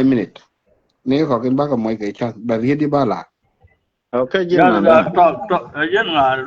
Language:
Nuer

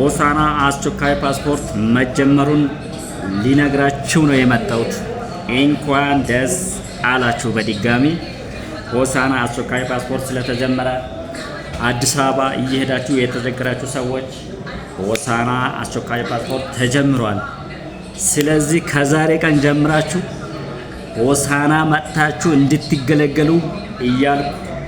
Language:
Amharic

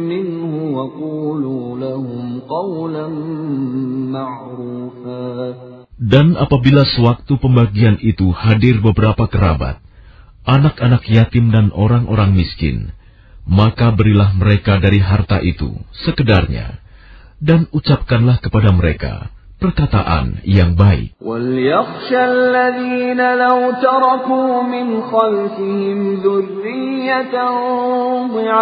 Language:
Indonesian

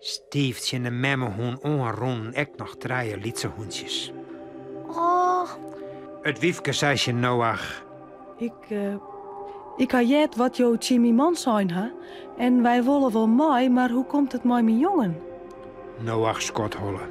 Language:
Western Frisian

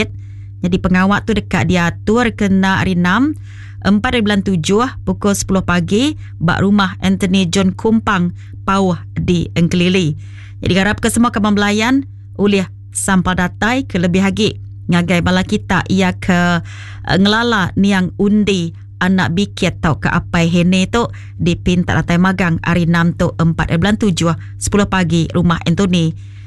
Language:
Iban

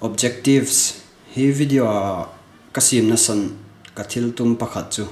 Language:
Hmar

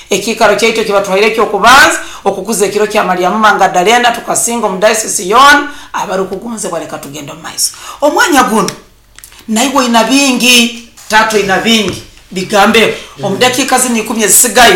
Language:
Nyoro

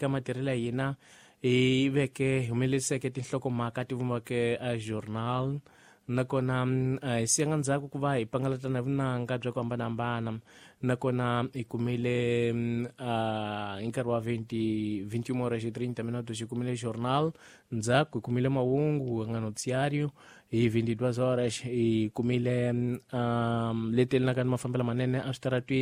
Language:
Tsonga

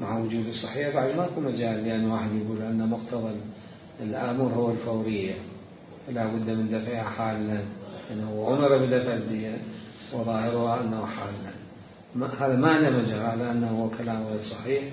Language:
Mesopotamian Arabic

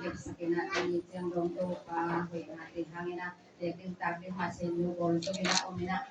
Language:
Tedim Chin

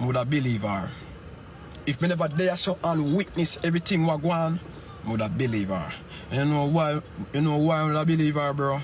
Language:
Jamaican Creole English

